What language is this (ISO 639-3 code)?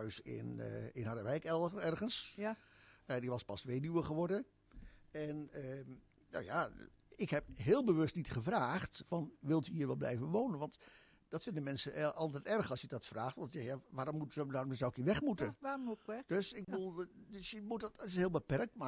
nld